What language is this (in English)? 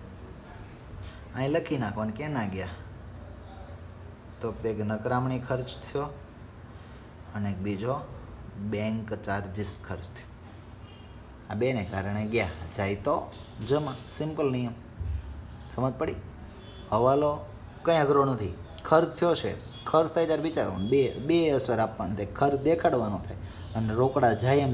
Gujarati